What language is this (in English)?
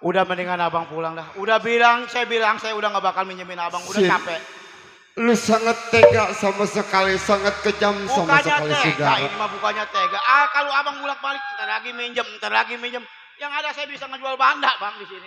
Betawi